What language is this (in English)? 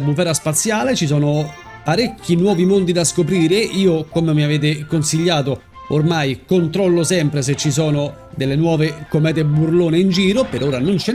Italian